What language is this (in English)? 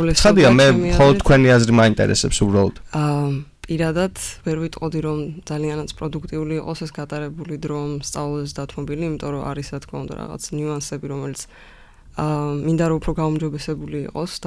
Georgian